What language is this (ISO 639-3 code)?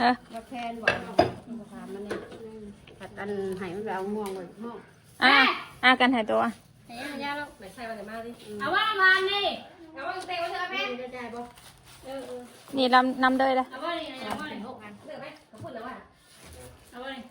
tts